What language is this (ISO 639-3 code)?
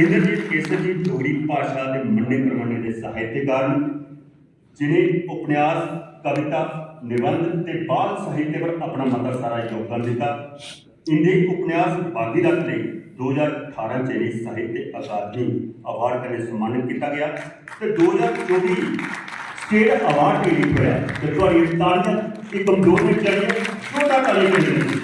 doi